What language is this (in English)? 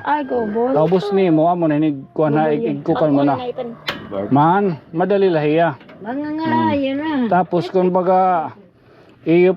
Waray